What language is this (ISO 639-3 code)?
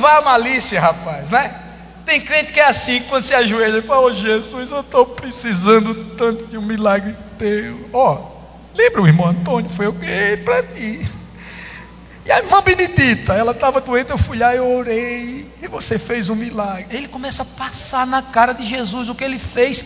por